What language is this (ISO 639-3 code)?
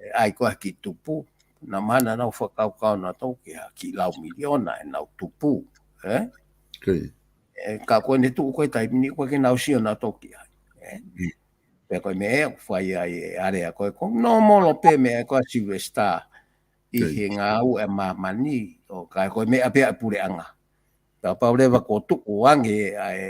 ton